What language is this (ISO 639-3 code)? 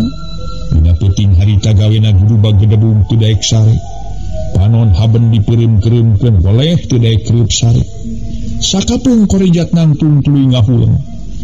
sun